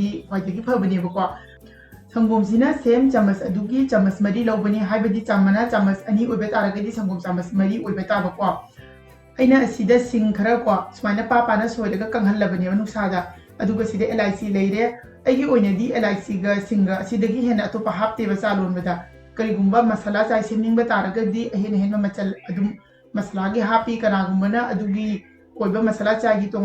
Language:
Manipuri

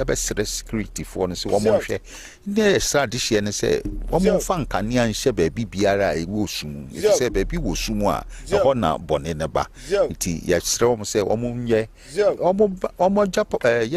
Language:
Akan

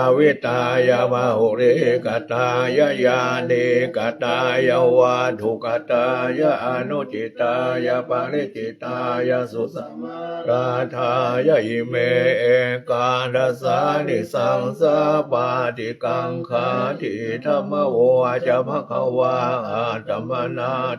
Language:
Pali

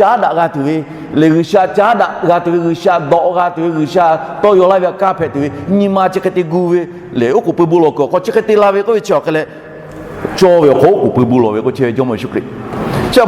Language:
Lahu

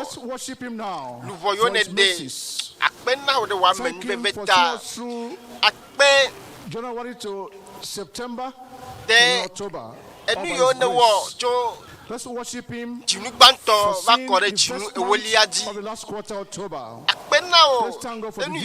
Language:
Ewe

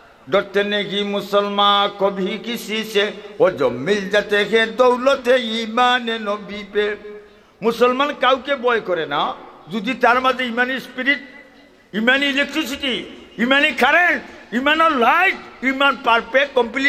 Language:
Sylheti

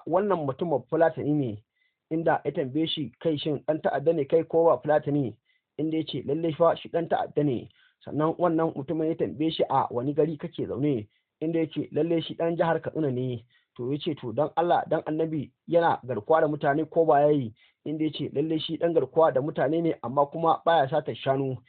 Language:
Hausa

